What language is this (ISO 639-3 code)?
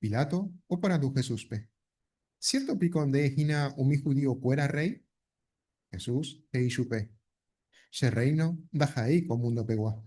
grn